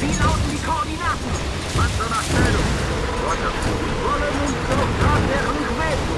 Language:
Bavarian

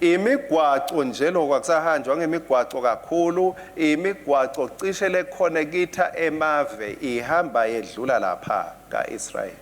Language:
Swati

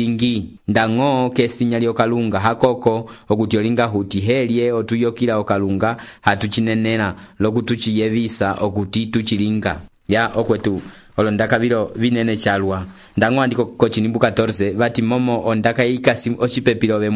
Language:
Umbundu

